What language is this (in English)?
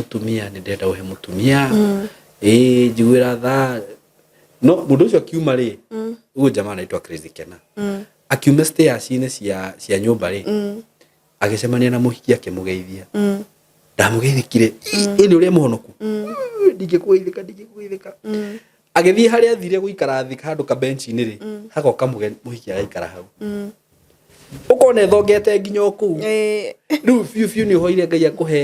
Kikuyu